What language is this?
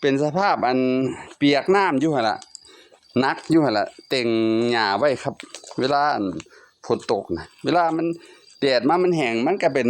Northeastern Thai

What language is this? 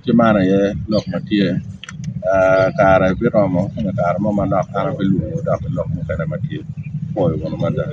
Acoli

